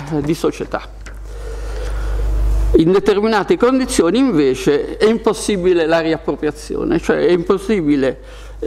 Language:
Italian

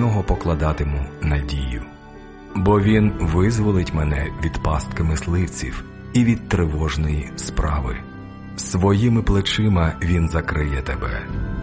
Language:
Ukrainian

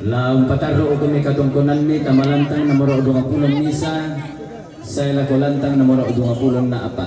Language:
Toraja-Sa'dan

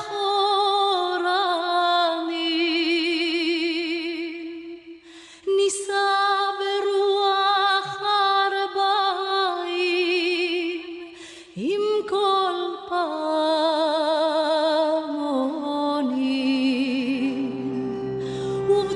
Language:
Estonian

